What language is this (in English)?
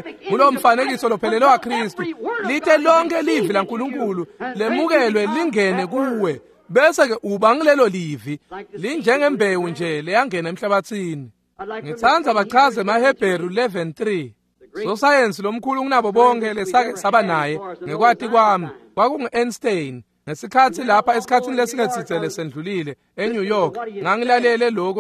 Swati